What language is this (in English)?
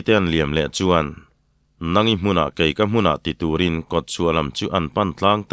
Mizo